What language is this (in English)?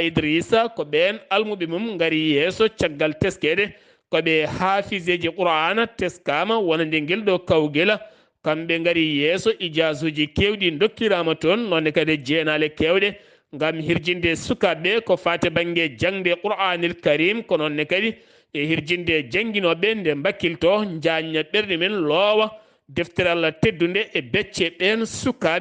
Fula